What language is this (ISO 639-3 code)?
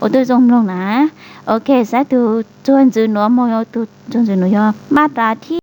hmn